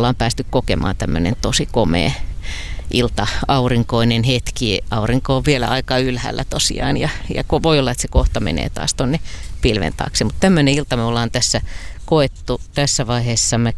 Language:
Finnish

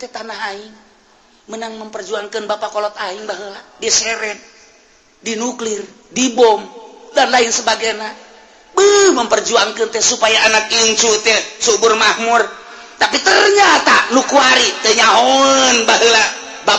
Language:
Sundanese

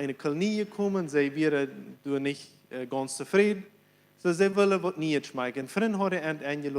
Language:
Plautdietsch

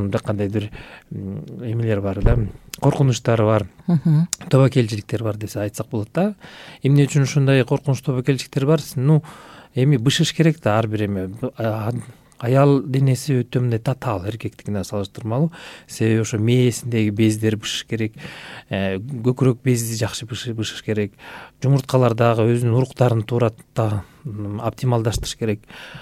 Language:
Kyrgyz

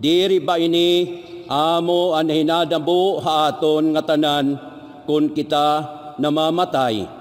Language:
Waray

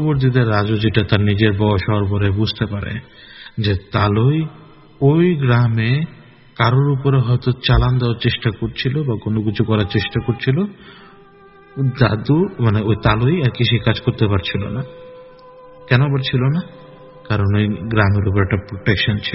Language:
Bangla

